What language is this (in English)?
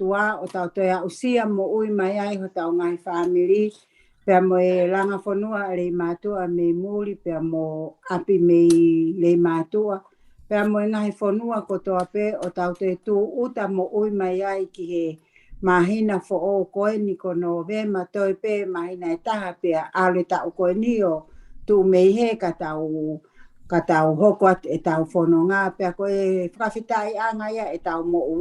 Tongan